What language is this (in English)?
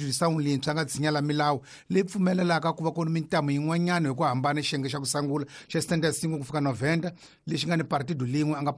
Tsonga